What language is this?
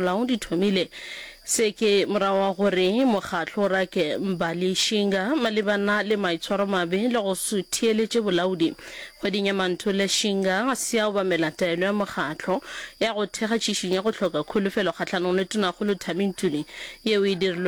Northern Sotho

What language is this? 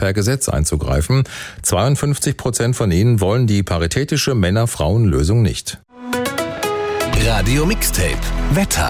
German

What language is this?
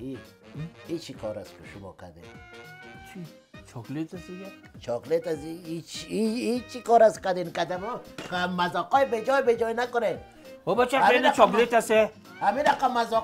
Persian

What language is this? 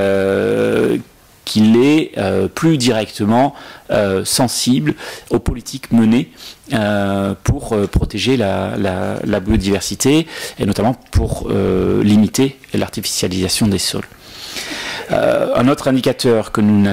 French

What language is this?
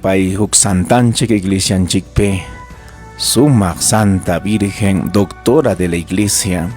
Ayacucho Quechua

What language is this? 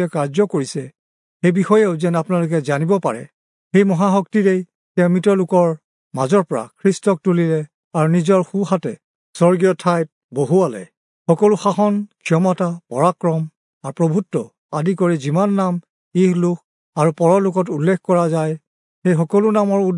Assamese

